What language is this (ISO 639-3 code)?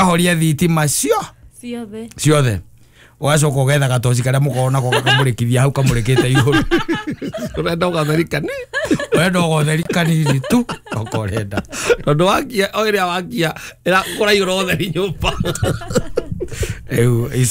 kik